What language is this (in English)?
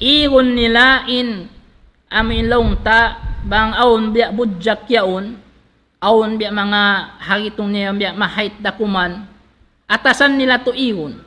Tausug